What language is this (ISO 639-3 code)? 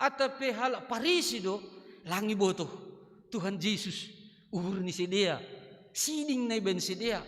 bts